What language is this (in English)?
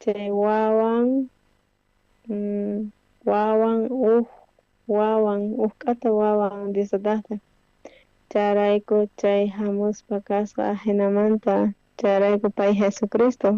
South Bolivian Quechua